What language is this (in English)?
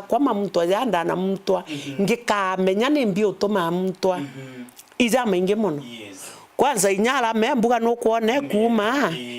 Meru